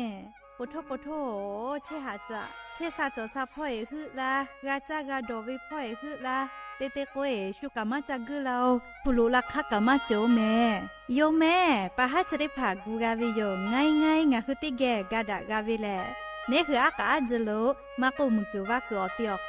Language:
Lahu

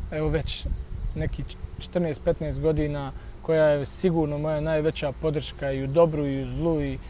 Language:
Bosnian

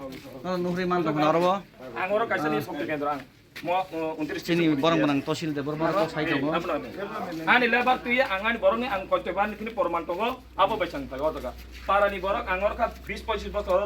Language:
Kok Borok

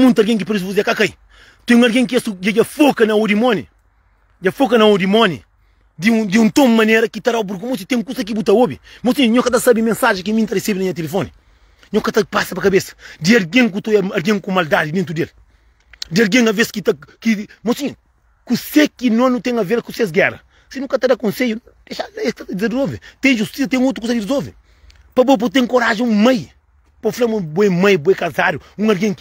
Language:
Kabuverdianu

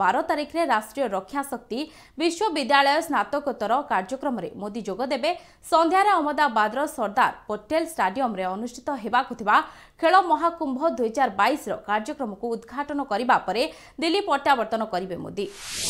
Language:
Odia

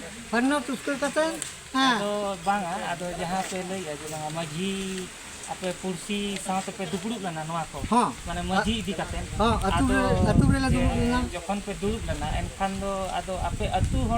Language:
Santali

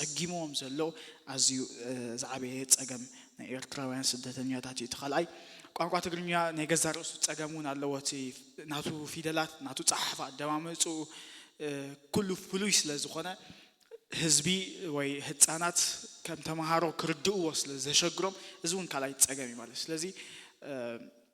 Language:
Tigrinya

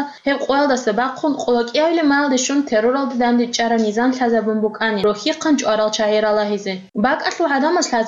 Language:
Avaric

